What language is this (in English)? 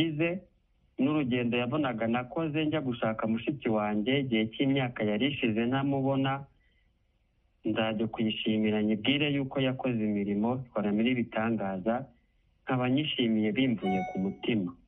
Kinyarwanda